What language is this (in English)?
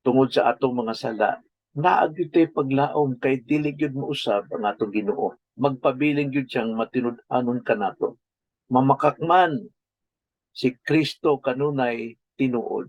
Cebuano